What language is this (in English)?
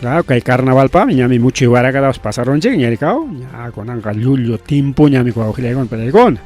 Ayacucho Quechua